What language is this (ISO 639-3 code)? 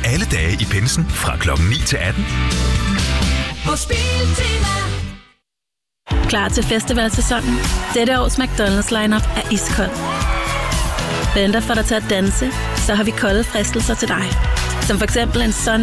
dan